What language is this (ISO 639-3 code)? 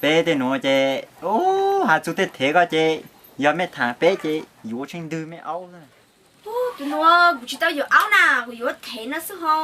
hmn